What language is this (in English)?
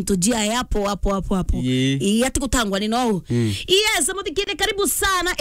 Meru